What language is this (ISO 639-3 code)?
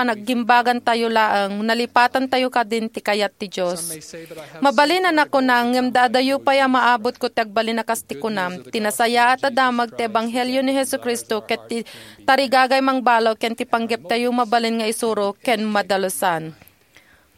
ilo